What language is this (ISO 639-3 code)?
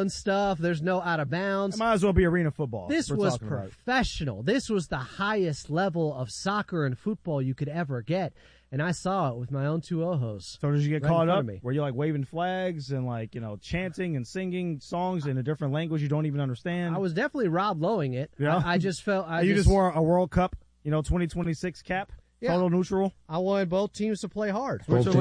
eng